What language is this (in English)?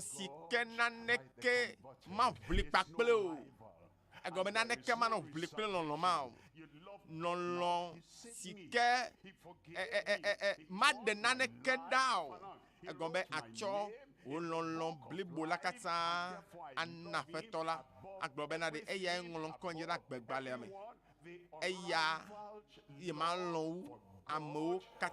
Ewe